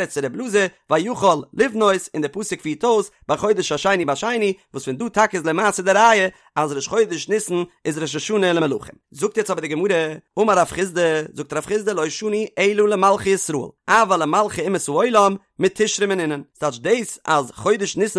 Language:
Yiddish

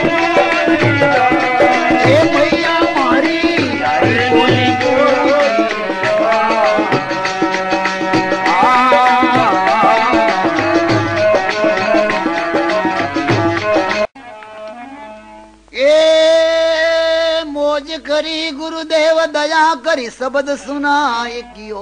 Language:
Hindi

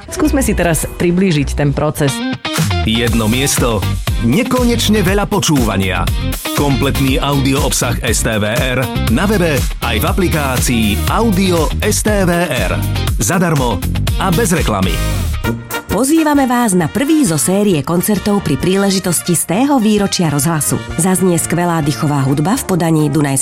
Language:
Slovak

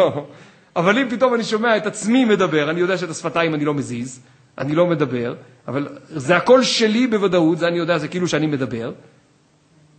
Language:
Hebrew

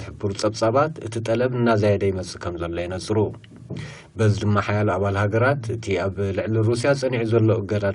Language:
Tigrinya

